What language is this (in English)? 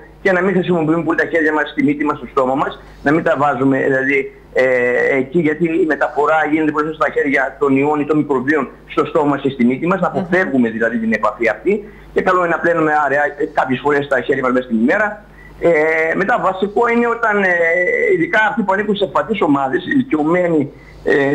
Greek